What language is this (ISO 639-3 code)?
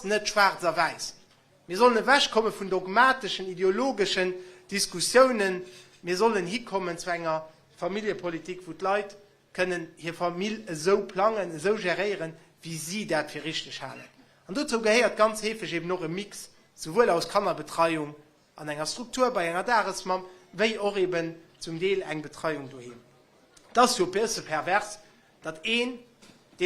ltz